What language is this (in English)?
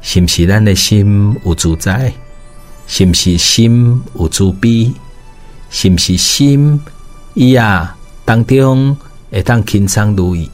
Min Nan Chinese